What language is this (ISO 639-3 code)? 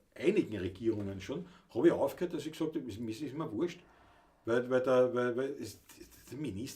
bar